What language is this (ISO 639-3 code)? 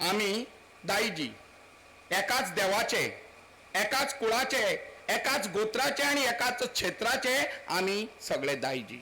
kok